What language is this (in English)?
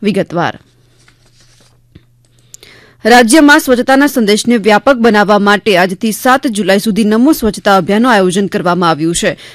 Gujarati